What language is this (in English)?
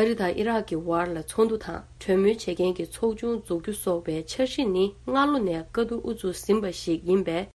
Tibetan